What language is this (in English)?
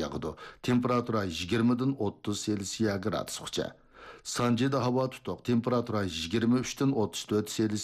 Uyghur